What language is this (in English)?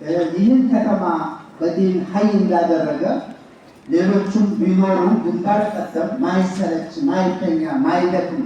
Amharic